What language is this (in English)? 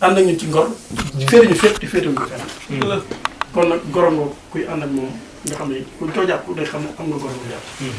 Wolof